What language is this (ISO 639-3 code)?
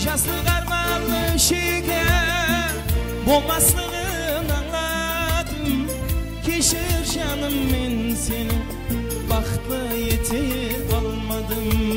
kaa